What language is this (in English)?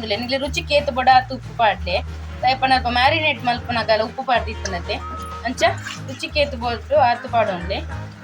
Tulu